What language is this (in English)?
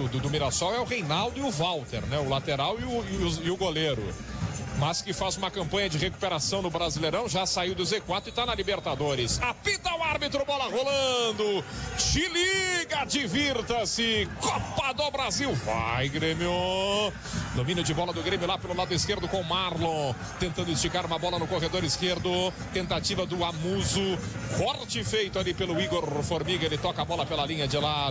Portuguese